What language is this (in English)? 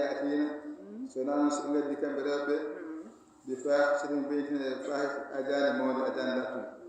Fula